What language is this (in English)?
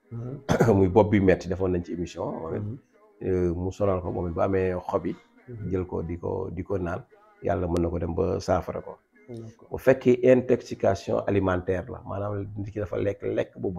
Wolof